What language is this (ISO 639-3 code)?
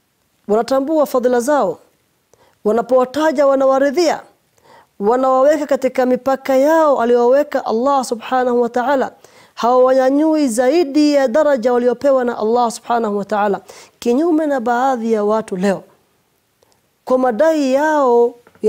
swa